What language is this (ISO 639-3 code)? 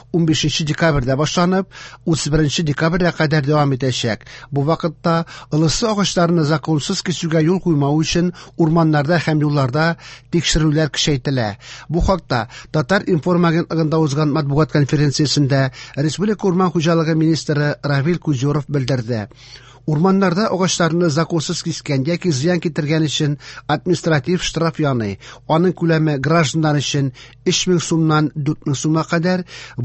tat